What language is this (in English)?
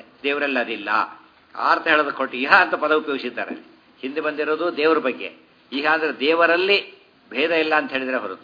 Kannada